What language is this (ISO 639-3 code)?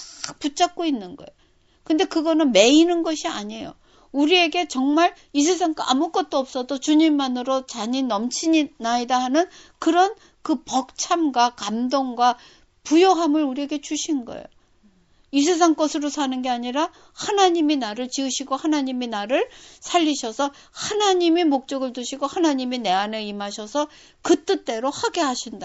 kor